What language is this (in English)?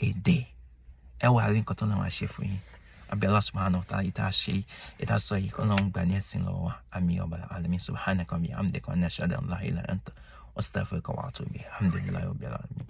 Yoruba